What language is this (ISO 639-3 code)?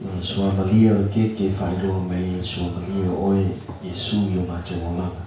smo